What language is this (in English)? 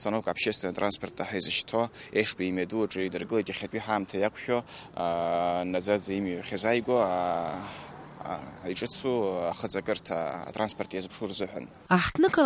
Abkhazian